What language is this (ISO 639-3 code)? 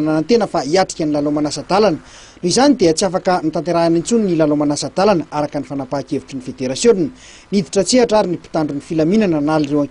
mlg